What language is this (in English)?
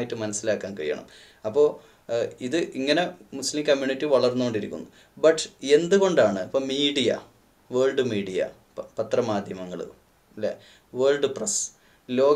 Malayalam